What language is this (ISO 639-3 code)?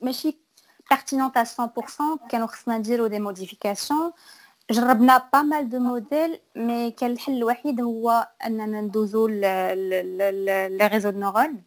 ary